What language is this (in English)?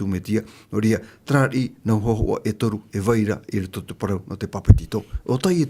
Tahitian